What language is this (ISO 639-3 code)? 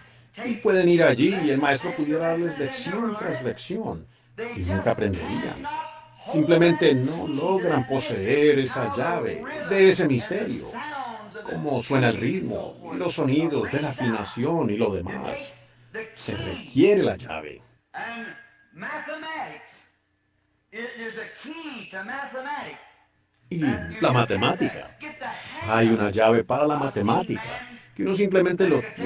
spa